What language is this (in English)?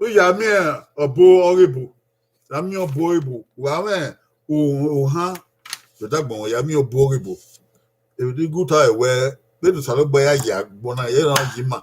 Bini